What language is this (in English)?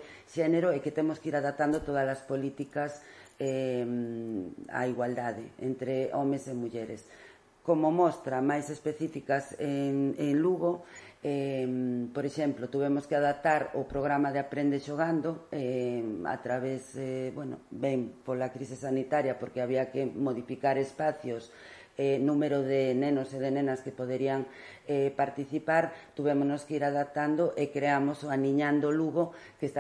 Galician